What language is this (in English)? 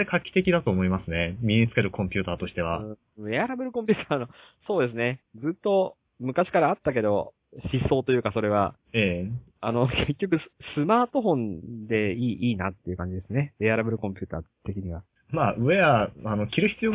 Japanese